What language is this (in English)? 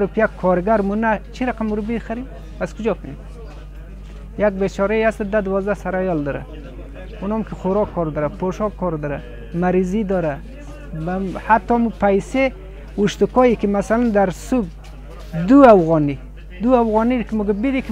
Persian